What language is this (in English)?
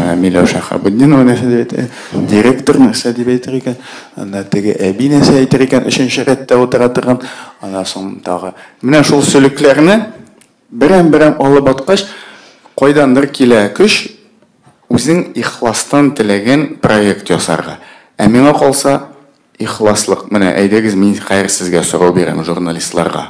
Tatar